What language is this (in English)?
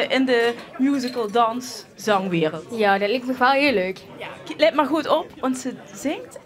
Limburgish